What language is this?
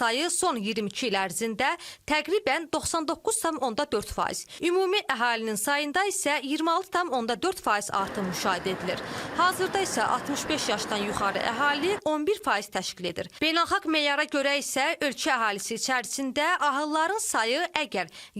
Azerbaijani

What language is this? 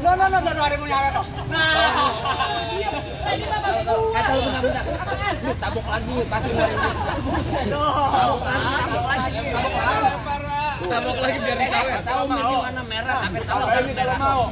Betawi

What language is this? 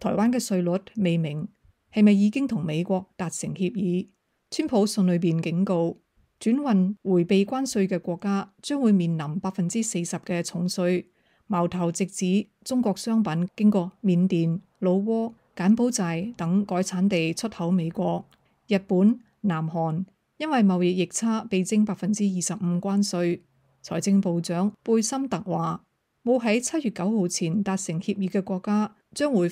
Cantonese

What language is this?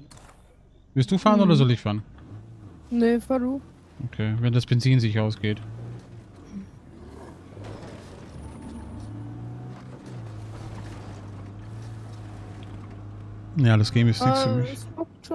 German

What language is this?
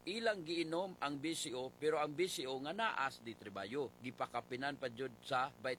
Cebuano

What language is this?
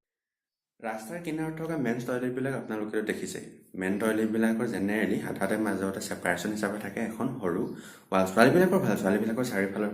Assamese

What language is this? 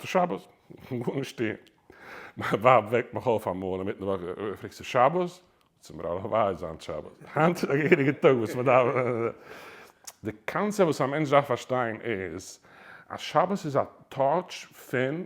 Yiddish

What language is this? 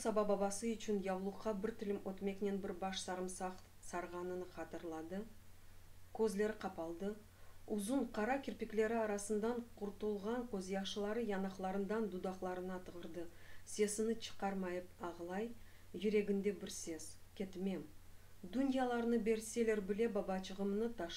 Crimean Tatar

